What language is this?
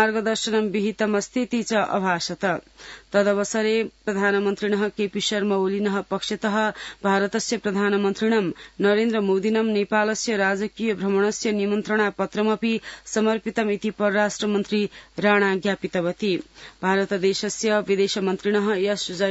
Sanskrit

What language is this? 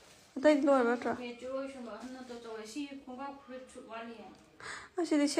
Manipuri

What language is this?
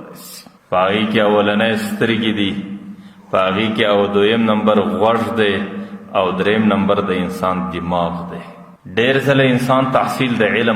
Pashto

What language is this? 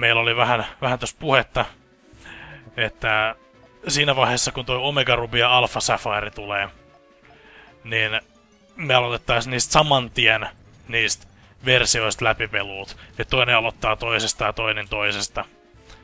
Finnish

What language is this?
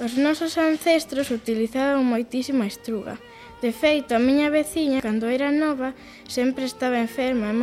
Galician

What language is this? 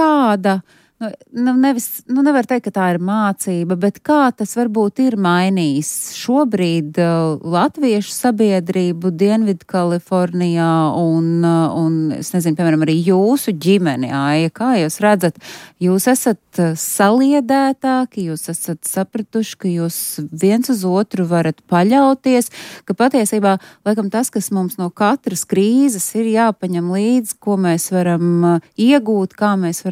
Latvian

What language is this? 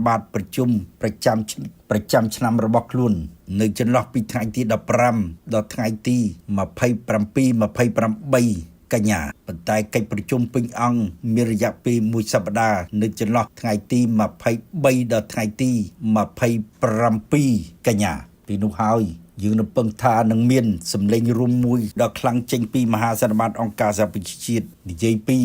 Khmer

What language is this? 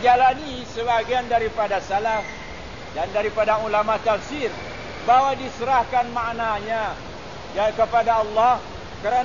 Malay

